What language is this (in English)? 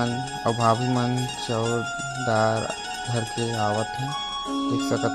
Chhattisgarhi